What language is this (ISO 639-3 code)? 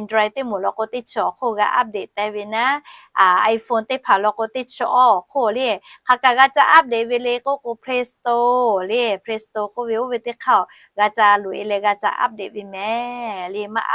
lhu